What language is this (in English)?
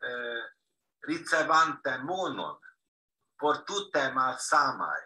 Esperanto